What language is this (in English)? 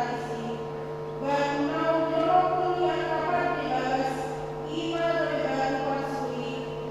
Batak Toba